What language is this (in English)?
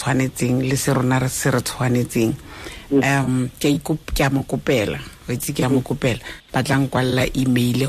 Tswana